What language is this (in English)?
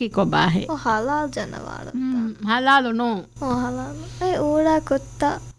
Divehi